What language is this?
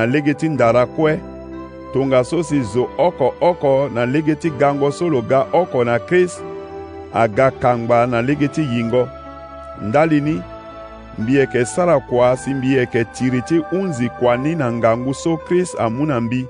Sango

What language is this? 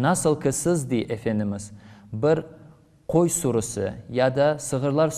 Crimean Tatar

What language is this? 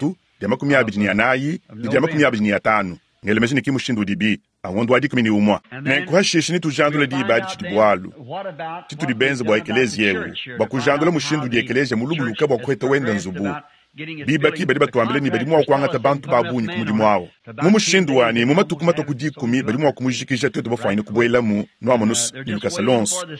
Luba-Lulua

